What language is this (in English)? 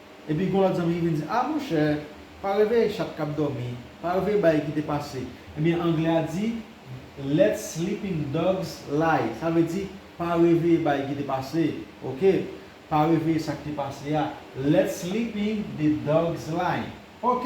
Haitian Creole